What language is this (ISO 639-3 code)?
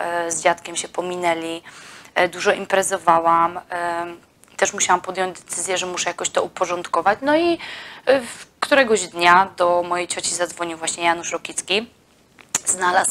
pol